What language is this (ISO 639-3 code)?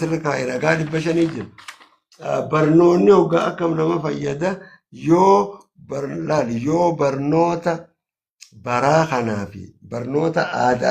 orm